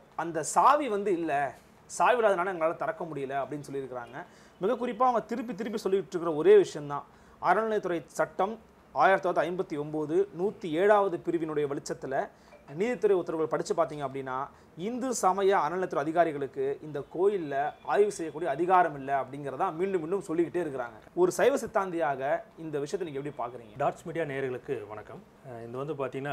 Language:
Tamil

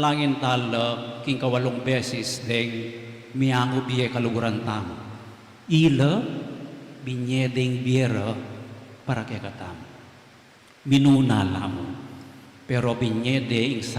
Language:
Pampanga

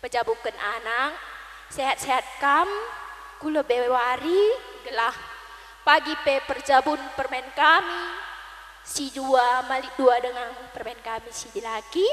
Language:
Batak Karo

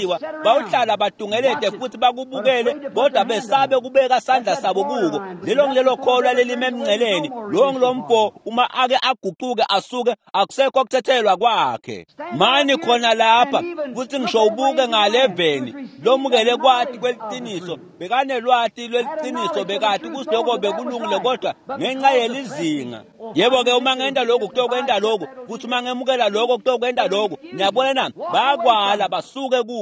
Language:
Swati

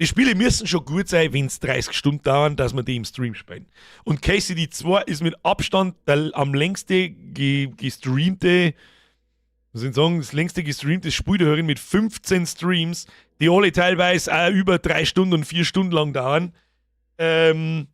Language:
Bavarian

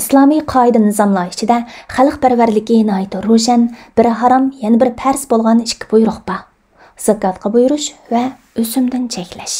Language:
Uyghur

